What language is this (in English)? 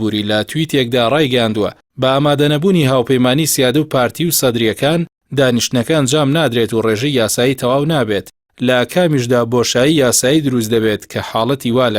Central Kurdish